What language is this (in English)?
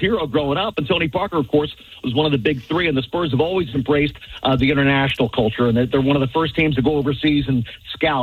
English